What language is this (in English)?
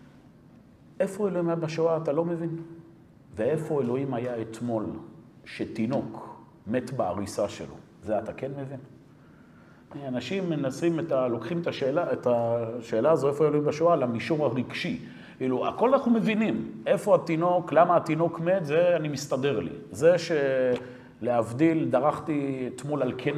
Hebrew